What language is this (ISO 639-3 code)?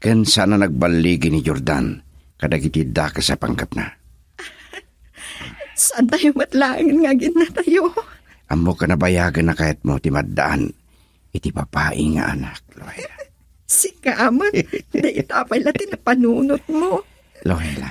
ilo